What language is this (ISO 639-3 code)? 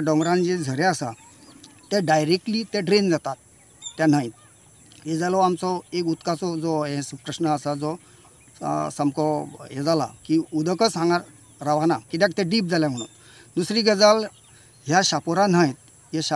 kok